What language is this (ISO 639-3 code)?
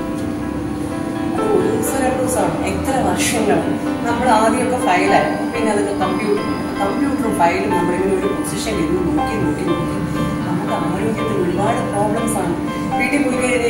mal